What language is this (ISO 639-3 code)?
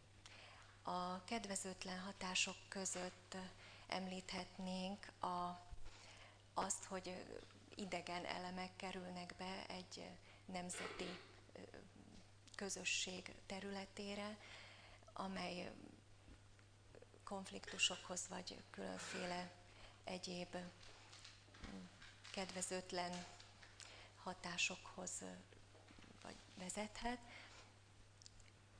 hun